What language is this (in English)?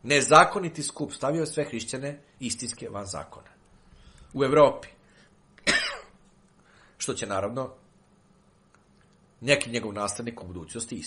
Serbian